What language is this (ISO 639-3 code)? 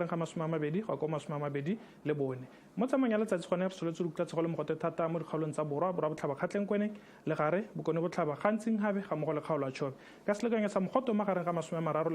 tsn